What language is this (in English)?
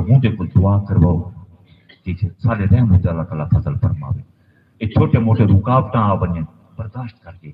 Saraiki